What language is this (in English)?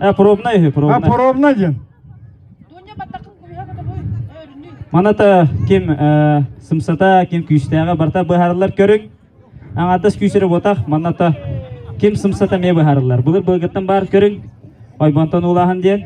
Yakut